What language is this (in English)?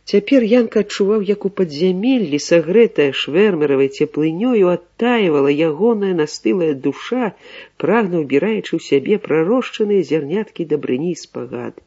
Belarusian